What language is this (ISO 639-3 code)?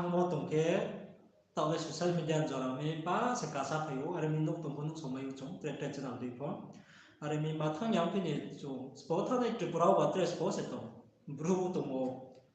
ria